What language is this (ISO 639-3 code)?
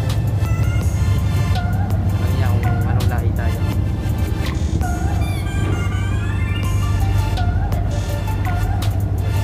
fil